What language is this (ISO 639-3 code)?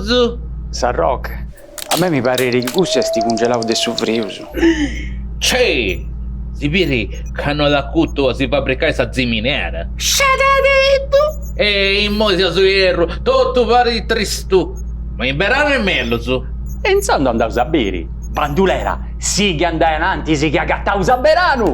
srd